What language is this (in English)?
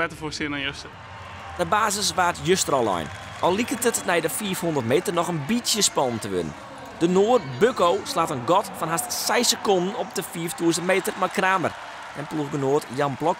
Western Frisian